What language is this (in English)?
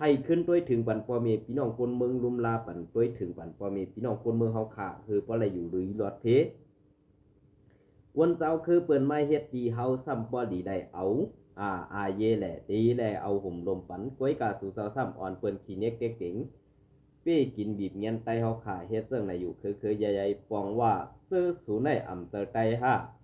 Shan